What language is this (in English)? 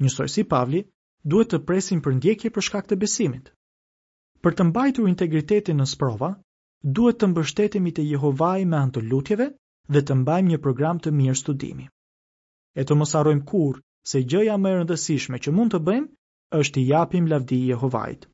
Albanian